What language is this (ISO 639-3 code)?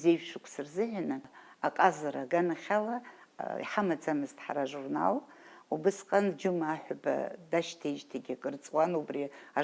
abk